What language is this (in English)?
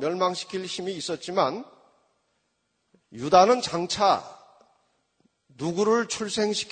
Korean